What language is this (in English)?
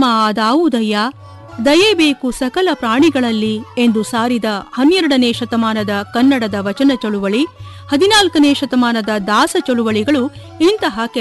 Kannada